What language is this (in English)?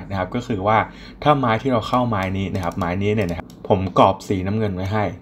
Thai